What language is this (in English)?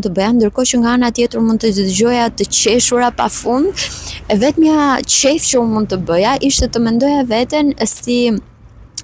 Albanian